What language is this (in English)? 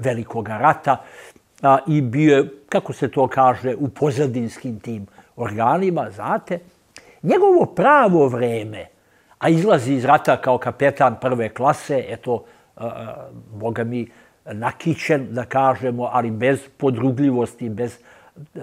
Serbian